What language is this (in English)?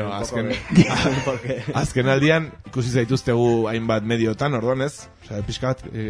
Basque